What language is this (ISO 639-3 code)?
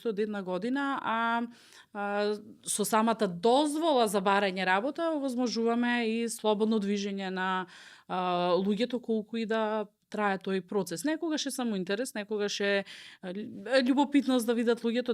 mkd